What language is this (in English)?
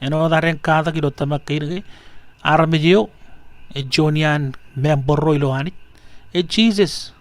Marshallese